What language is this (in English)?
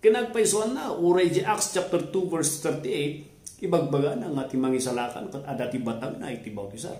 Iloko